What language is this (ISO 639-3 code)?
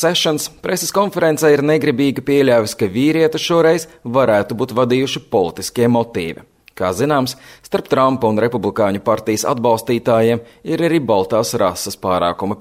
lav